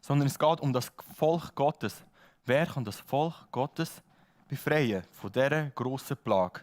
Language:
Swiss German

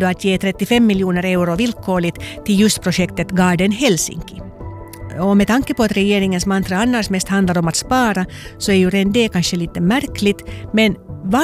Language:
Swedish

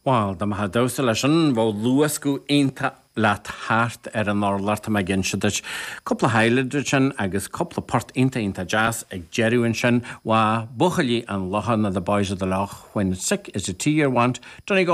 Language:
Irish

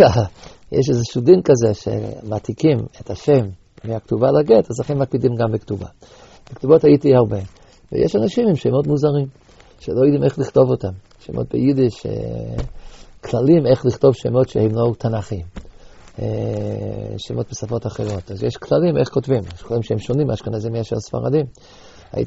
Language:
Hebrew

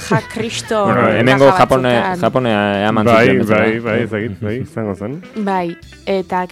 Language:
Basque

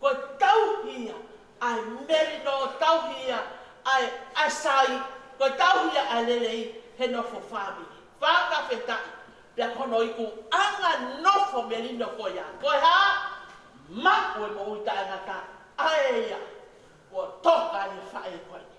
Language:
Tongan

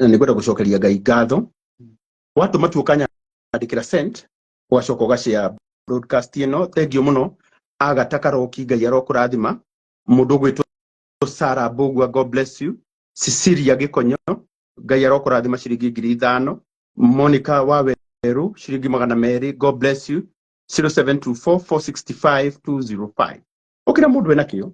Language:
Kikuyu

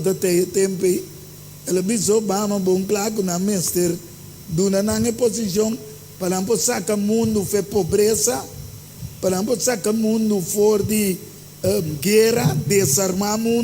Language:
Papiamento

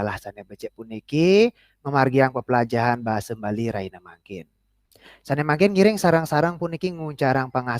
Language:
Balinese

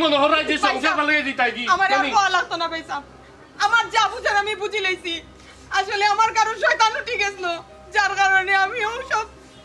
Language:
Sylheti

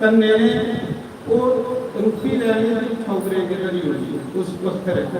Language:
Dogri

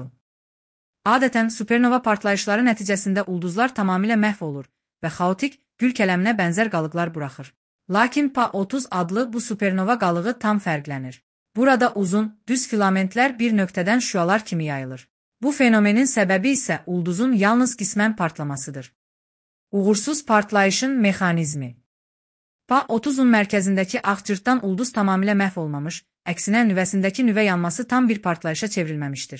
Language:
Azerbaijani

